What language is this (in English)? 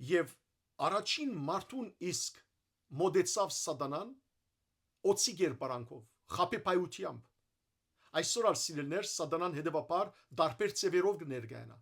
Western Armenian